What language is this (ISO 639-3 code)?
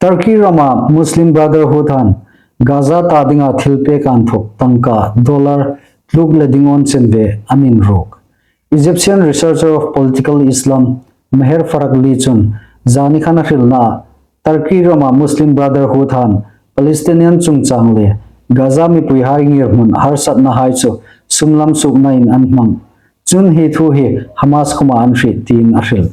hmr